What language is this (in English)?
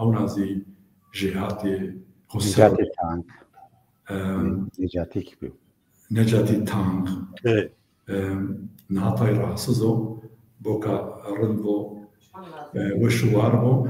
Zaza